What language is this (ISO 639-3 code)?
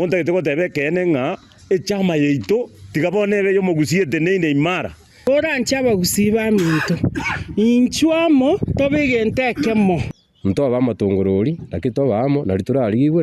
guz